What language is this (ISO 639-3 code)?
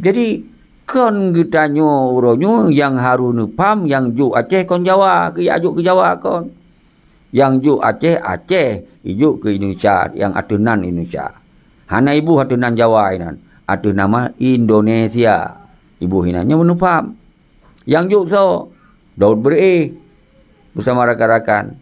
ace